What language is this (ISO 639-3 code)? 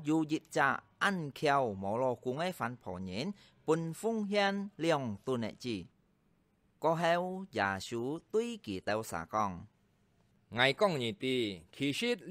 hak